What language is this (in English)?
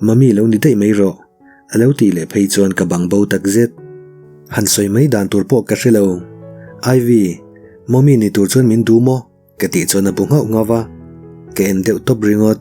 Mizo